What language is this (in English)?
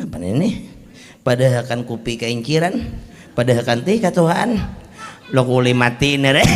Banjar